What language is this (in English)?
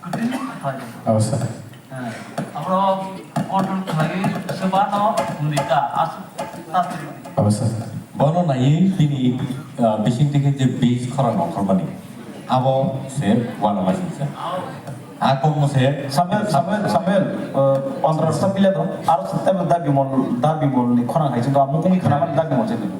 Kok Borok